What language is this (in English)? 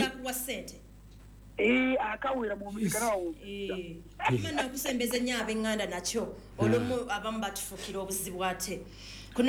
Ganda